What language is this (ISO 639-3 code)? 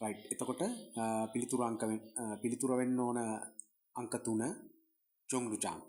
sin